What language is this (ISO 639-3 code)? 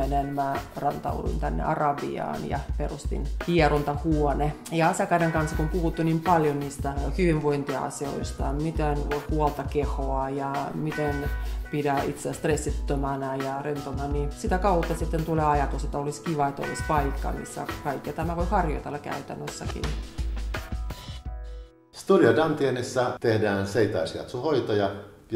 fin